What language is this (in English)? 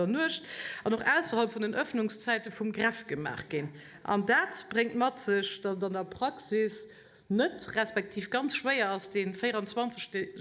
Luxembourgish